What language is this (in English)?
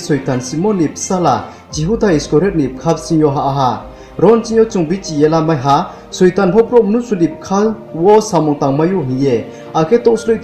Riang (India)